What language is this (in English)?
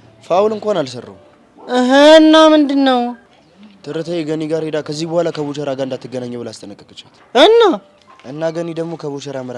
Amharic